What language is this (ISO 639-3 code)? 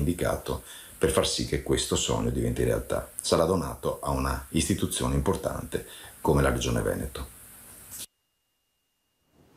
ita